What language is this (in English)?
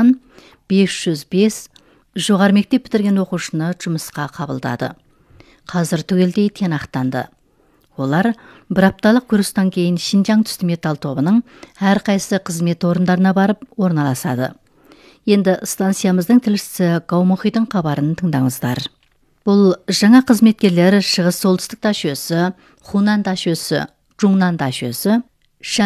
Kazakh